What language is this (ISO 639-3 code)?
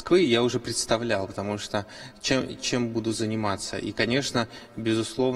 rus